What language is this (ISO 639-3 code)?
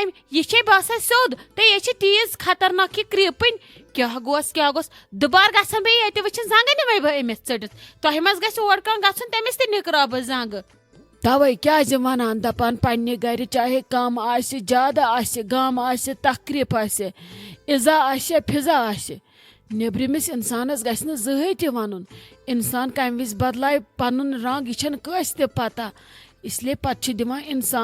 kas